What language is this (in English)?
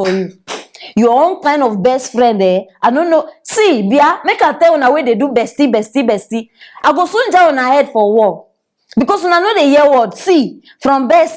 Nigerian Pidgin